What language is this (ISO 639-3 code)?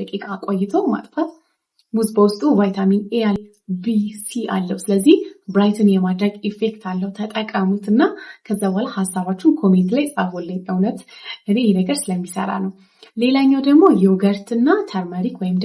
amh